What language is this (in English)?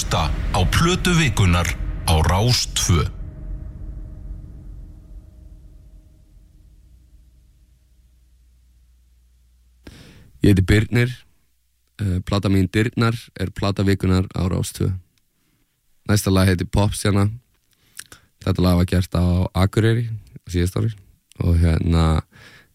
Icelandic